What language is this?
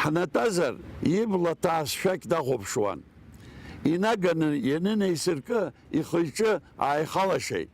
Abkhazian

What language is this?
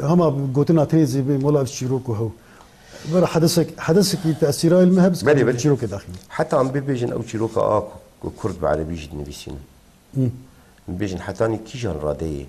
Kurdish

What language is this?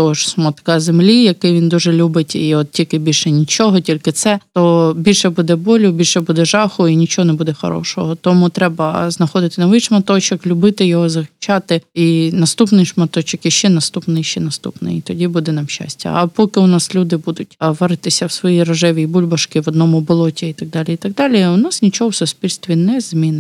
Ukrainian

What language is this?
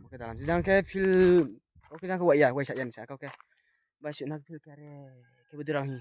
Riang (India)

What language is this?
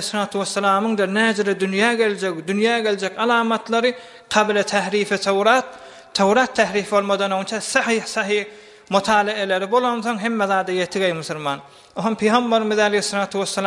Turkmen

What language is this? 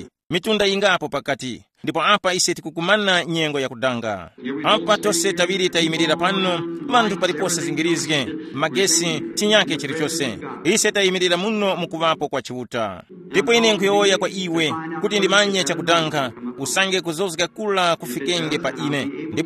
Tumbuka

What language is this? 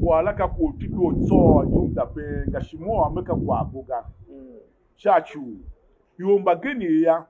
Tiv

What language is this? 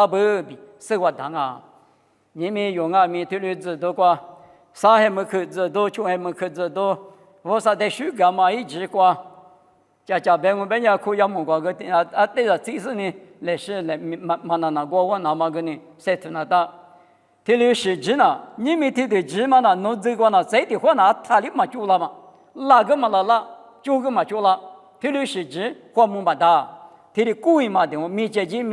Lisu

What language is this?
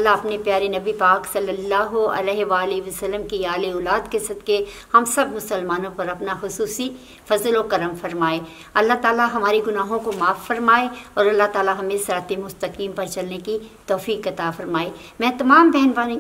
Urdu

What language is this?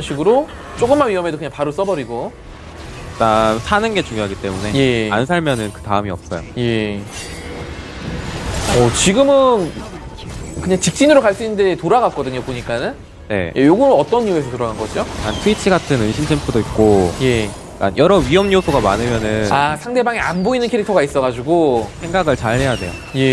Korean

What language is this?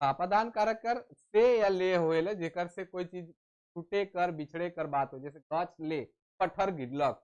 Sadri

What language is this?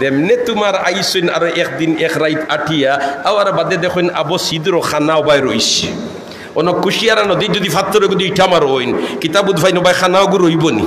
Sylheti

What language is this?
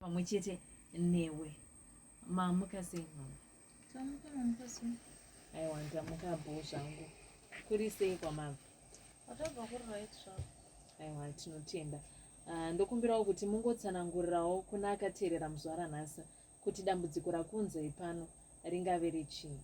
Shona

